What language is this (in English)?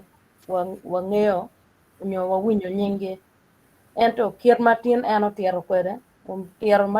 Acoli